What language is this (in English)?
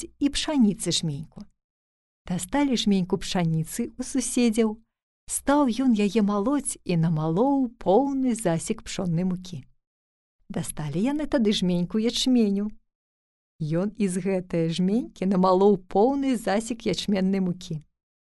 Belarusian